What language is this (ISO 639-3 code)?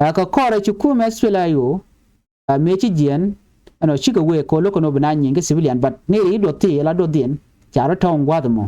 nus